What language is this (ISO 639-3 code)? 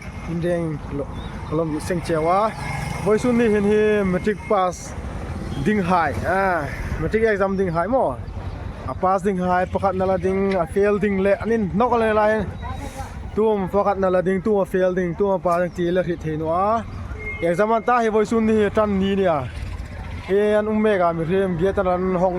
hmr